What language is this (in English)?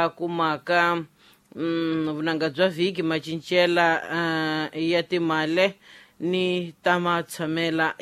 Tsonga